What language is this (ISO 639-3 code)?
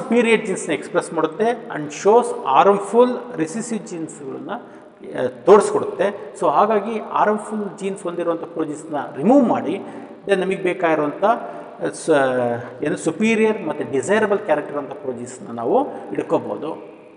kan